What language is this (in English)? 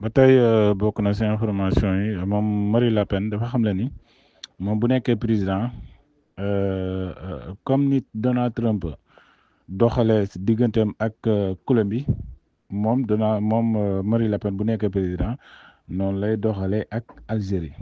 Wolof